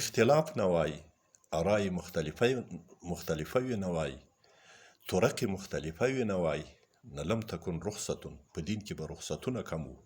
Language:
Pashto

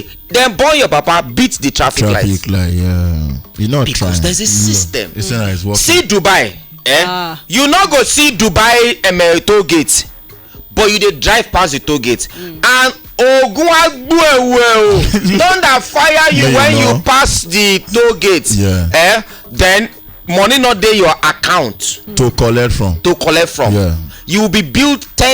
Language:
Nigerian Pidgin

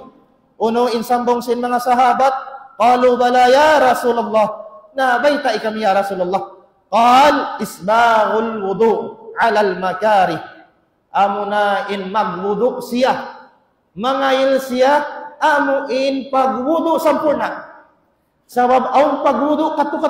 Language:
Tausug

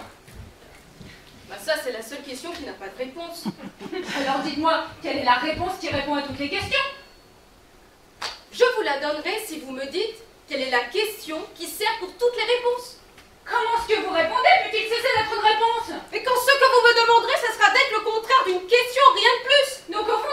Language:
French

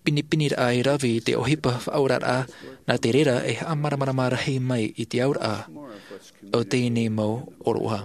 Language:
Tahitian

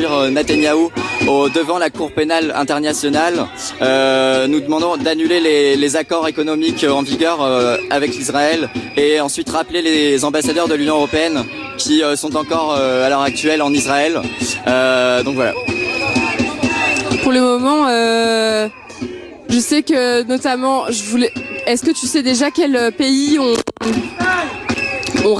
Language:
French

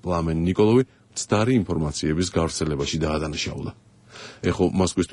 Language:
Georgian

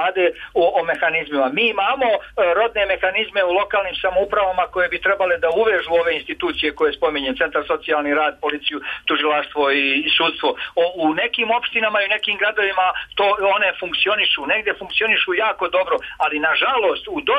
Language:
Serbian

